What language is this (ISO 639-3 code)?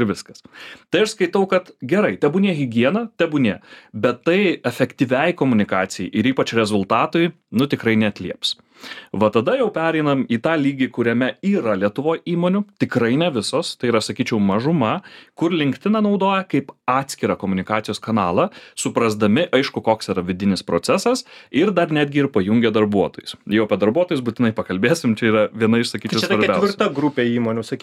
lit